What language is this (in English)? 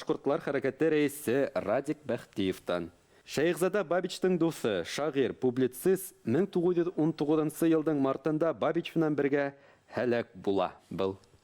Bashkir